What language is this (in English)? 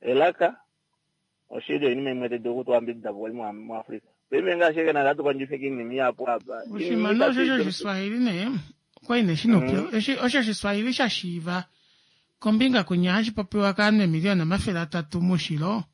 Kuanyama